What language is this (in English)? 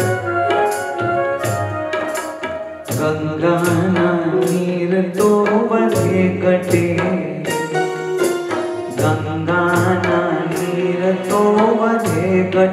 Gujarati